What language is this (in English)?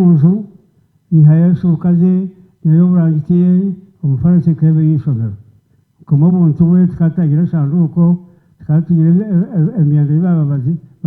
Nyankole